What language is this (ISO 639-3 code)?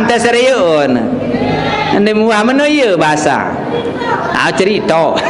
sas